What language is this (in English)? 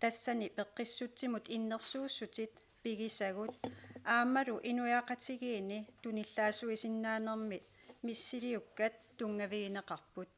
Kalaallisut